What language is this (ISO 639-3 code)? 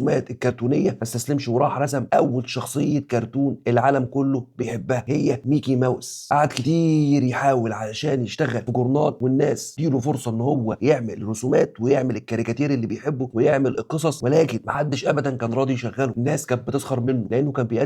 arz